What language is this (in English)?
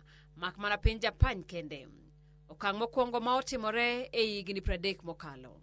Luo (Kenya and Tanzania)